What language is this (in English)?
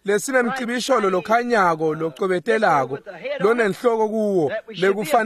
Swati